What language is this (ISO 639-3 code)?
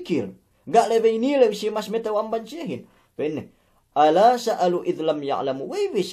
yka